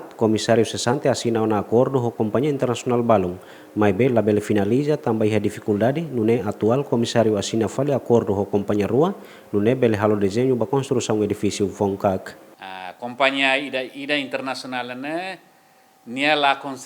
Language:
Tetum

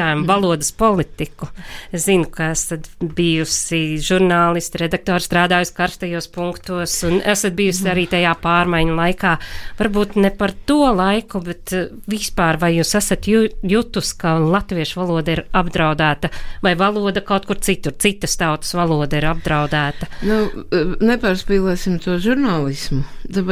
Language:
Latvian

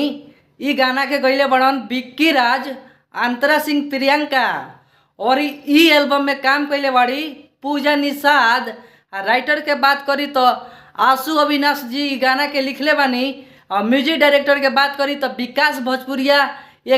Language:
Bhojpuri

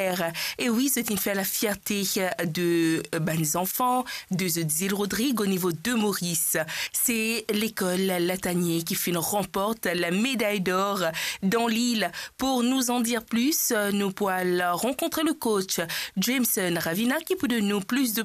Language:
Morisyen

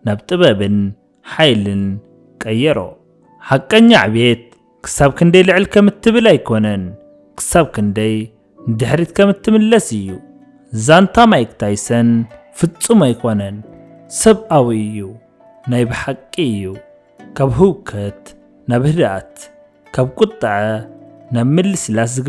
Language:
Tigrinya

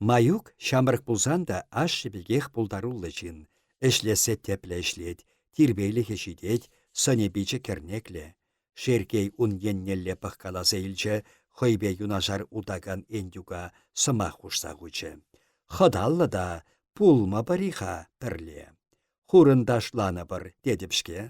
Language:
Chuvash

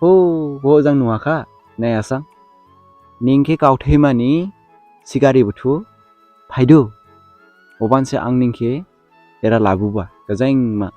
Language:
Dimasa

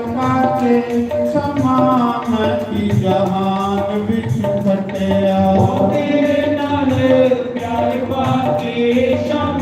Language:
Dogri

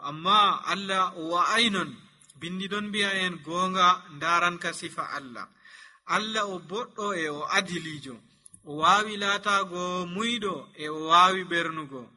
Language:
Nigerian Fulfulde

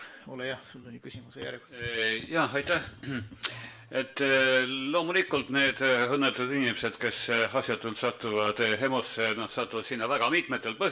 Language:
Estonian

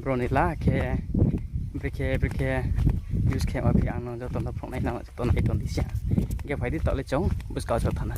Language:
Riang (India)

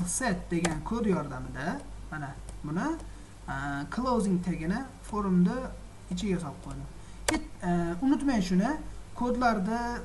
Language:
Uzbek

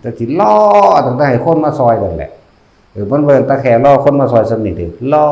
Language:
Lao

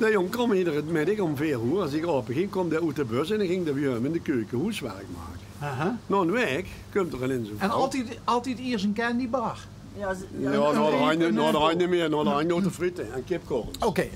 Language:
Limburgish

